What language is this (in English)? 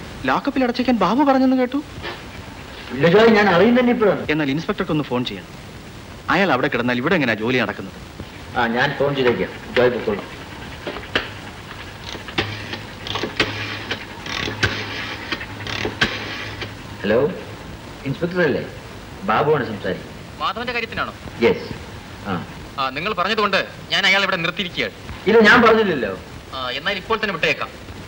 Malayalam